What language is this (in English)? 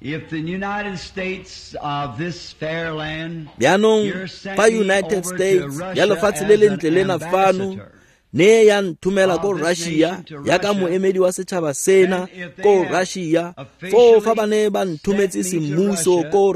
Tswana